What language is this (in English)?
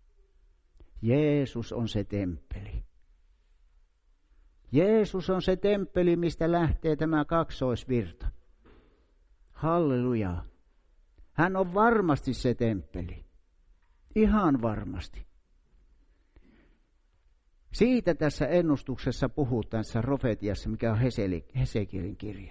Finnish